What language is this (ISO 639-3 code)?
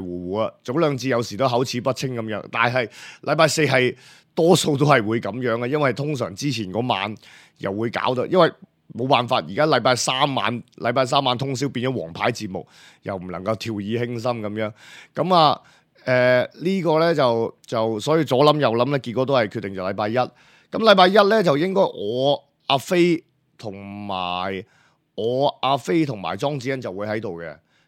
yue